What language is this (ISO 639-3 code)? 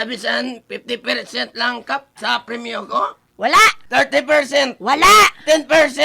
hil